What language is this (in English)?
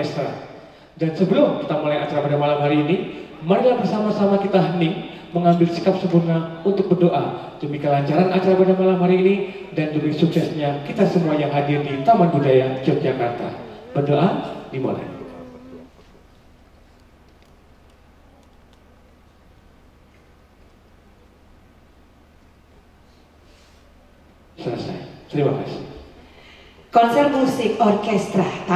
Indonesian